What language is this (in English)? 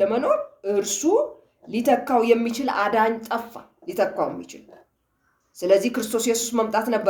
Amharic